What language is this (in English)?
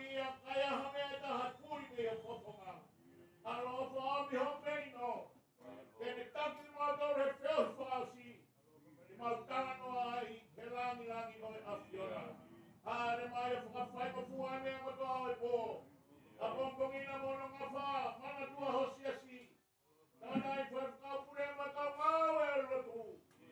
Tongan